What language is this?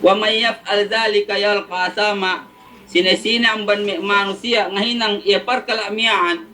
Yakan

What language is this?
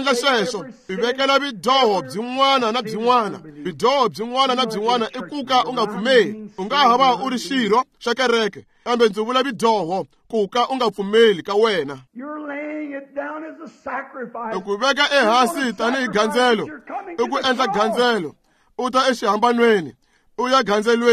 Tsonga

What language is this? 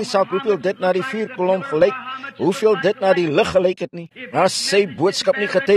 Afrikaans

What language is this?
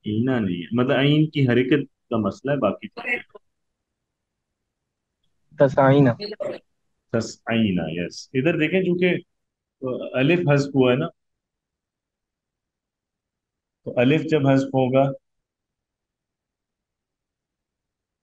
Urdu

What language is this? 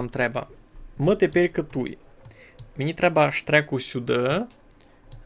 Rusyn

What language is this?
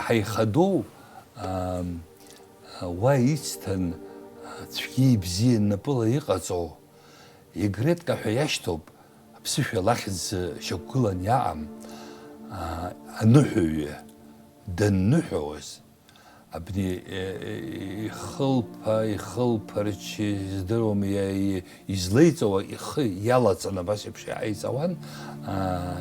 Abkhazian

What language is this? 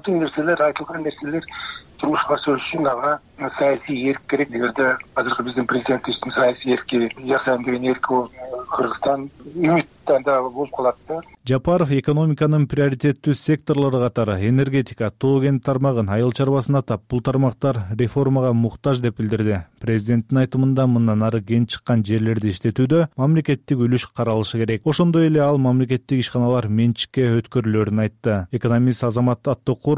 Kyrgyz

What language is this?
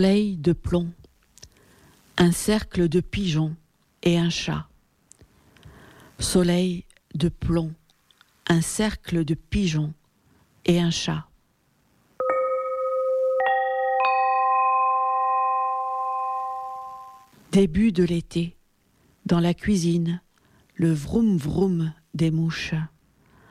French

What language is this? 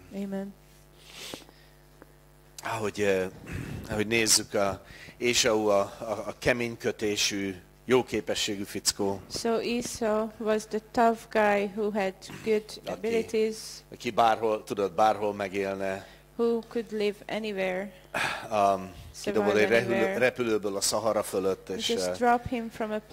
Hungarian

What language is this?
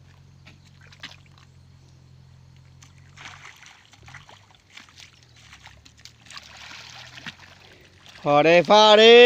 Lao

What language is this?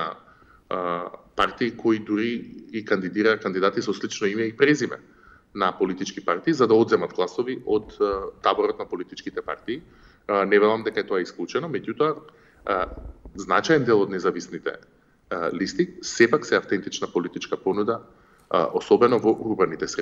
Macedonian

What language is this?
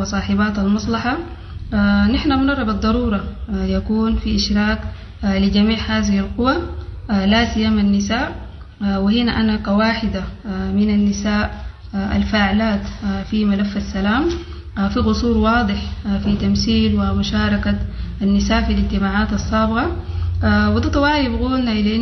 Sudanese Arabic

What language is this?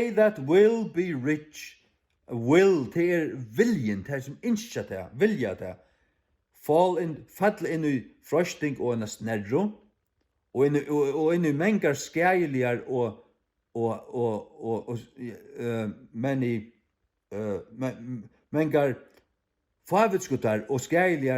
Faroese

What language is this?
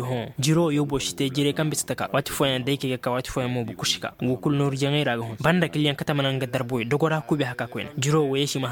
Zarma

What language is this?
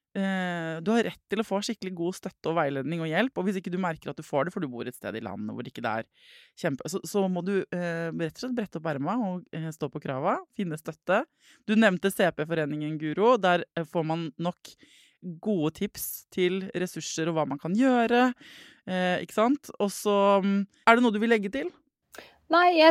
Norwegian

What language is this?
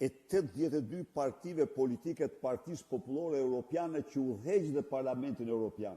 Albanian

